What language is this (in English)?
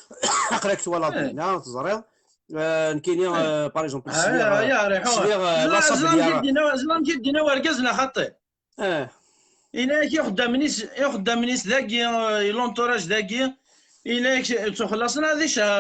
Kabyle